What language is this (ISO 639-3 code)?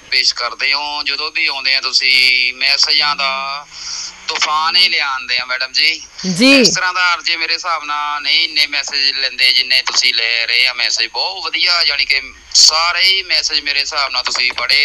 pan